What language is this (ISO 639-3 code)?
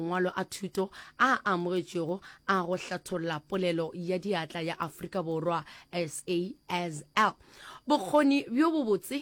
nso